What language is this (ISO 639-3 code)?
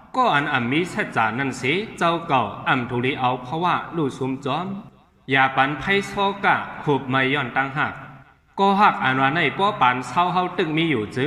shn